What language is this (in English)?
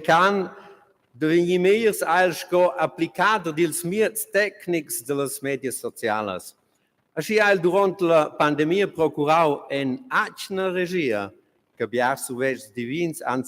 Romansh